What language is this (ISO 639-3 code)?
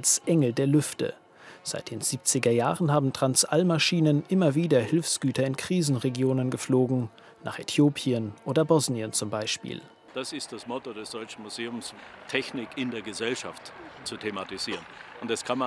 deu